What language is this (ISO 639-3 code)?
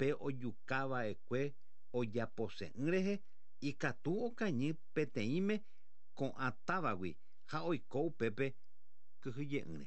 grn